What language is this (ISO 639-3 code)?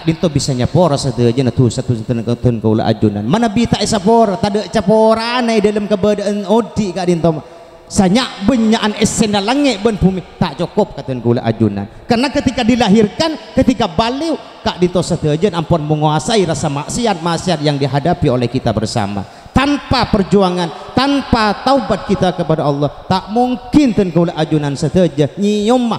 mad